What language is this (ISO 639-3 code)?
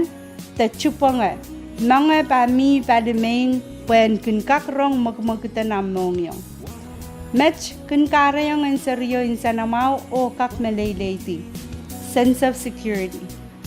pon